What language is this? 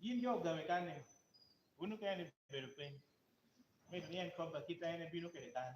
Lango (Uganda)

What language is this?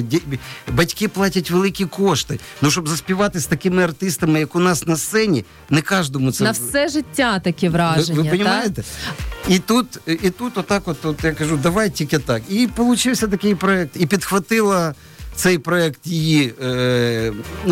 Ukrainian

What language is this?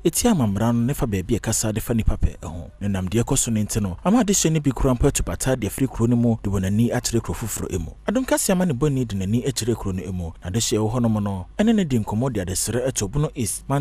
Akan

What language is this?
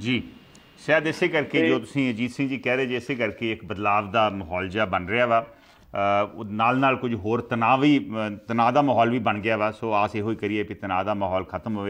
Punjabi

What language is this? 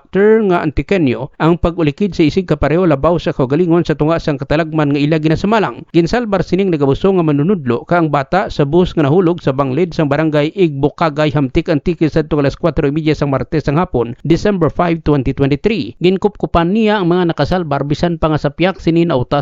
Hiligaynon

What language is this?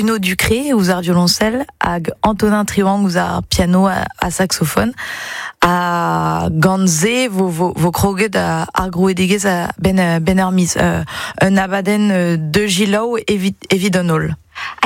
Breton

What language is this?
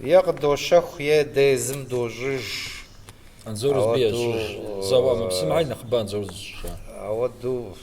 Kabardian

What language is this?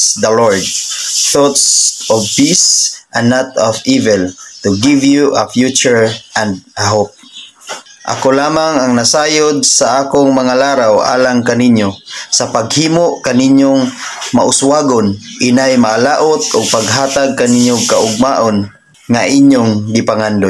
Cebuano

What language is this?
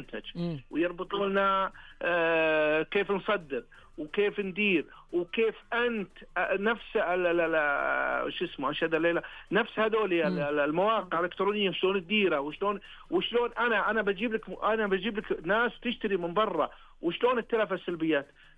Najdi Arabic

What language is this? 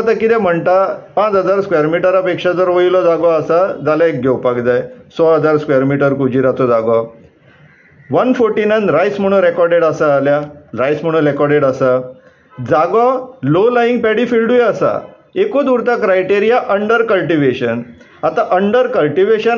Konkani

